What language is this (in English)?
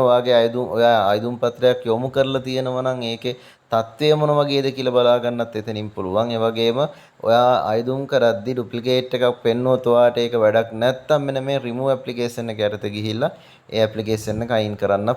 Sinhala